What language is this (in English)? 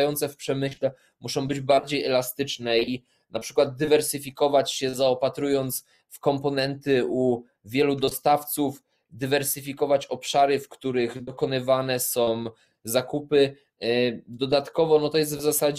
Polish